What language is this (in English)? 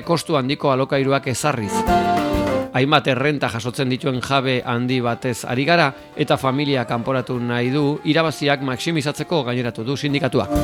Basque